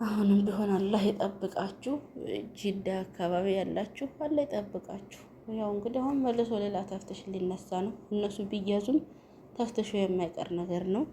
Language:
Amharic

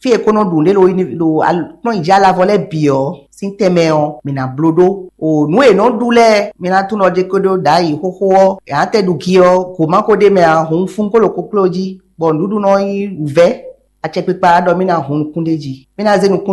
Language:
Fon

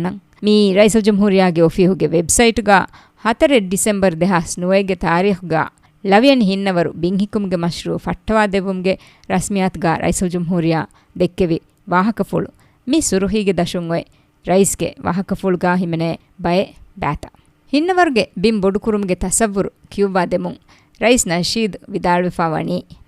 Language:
Divehi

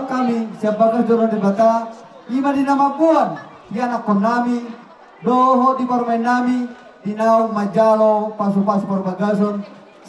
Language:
Batak Toba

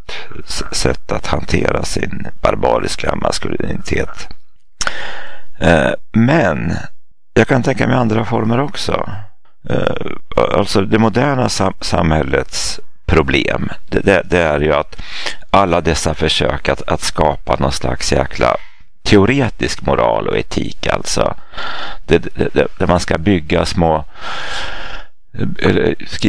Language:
Swedish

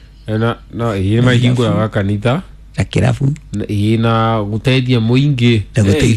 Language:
Kikuyu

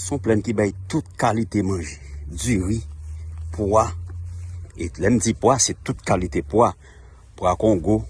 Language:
Haitian Creole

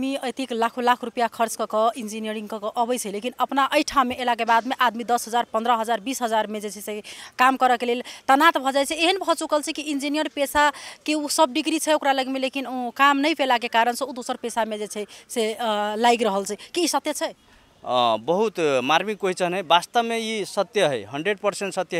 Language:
Maithili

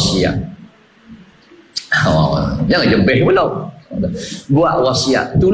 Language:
Malay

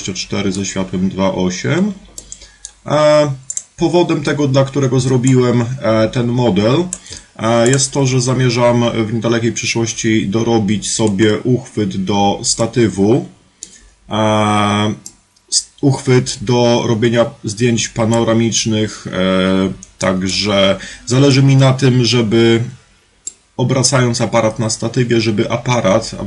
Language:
Polish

